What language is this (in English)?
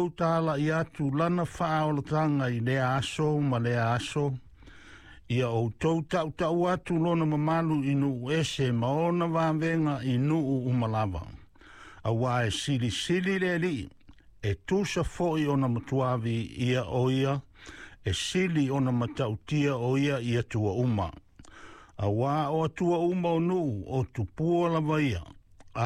Samoan